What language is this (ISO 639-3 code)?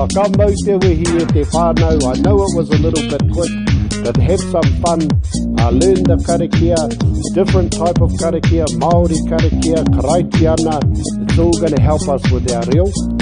mri